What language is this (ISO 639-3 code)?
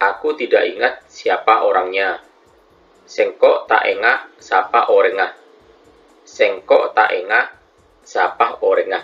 mad